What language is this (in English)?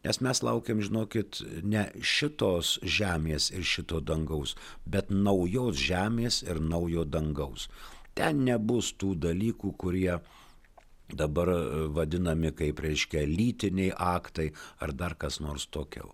Lithuanian